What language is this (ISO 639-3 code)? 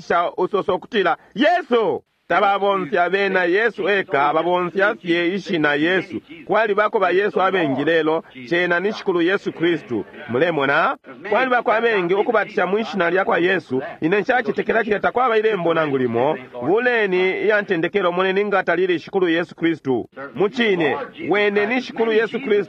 bem